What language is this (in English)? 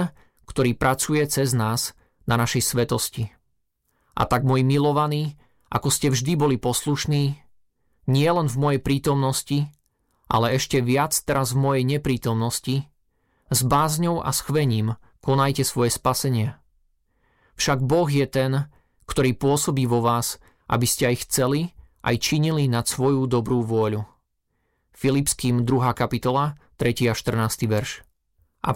Slovak